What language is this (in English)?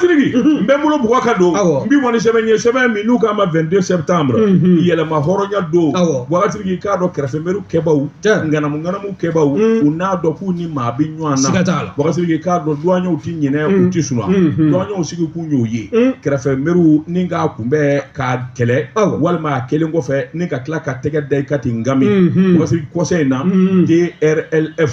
Bambara